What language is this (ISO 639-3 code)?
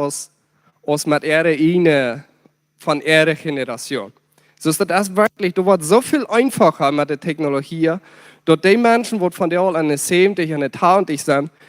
pdt